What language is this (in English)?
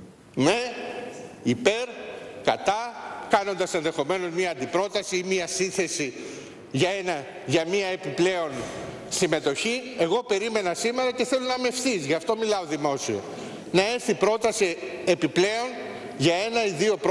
Greek